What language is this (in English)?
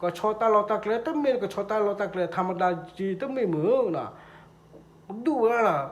S'gaw Karen